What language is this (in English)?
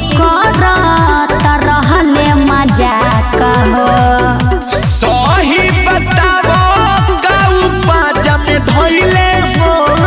Bhojpuri